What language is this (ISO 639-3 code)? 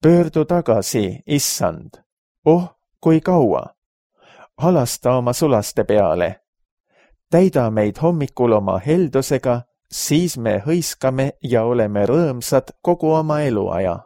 est